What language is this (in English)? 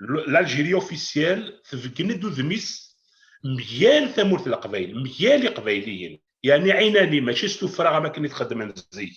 Kabyle